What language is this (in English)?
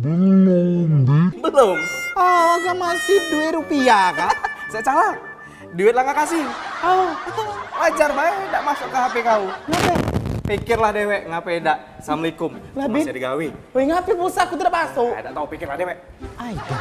Musi